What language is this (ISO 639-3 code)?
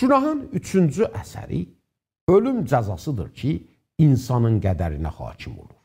azb